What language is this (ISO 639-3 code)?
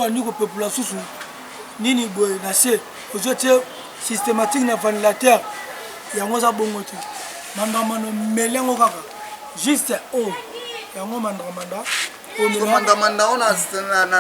lin